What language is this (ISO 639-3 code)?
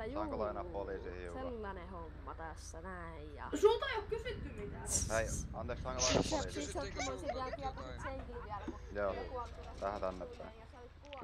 fin